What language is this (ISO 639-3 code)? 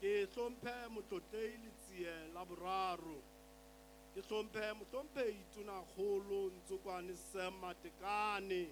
sot